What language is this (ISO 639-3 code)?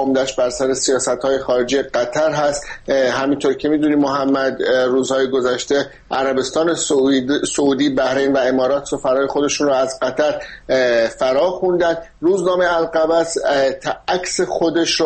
fas